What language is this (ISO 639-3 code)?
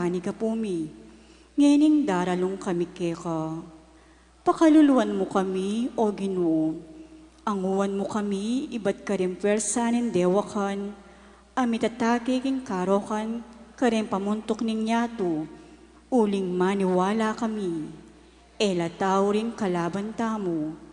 pam